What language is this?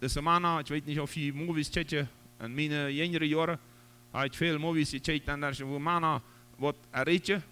Plautdietsch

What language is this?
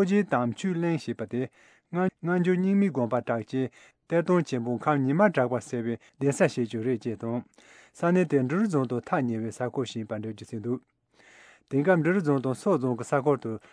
Tibetan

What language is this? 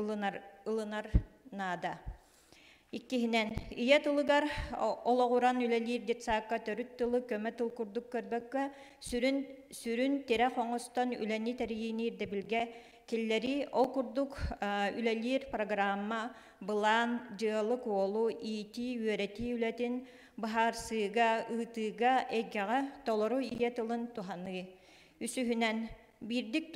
Yakut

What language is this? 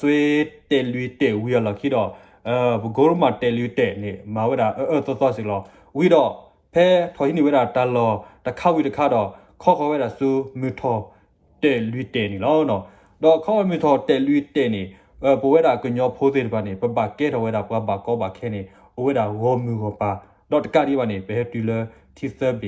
S'gaw Karen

